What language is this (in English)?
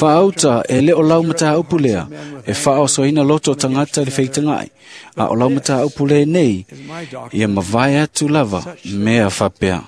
Samoan